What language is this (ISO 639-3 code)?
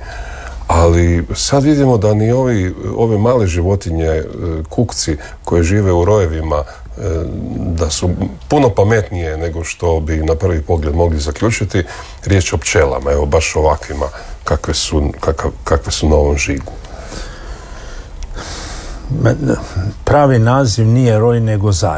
hrv